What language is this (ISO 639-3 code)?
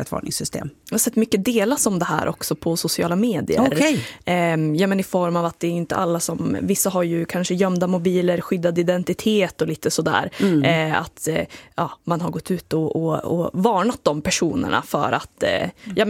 swe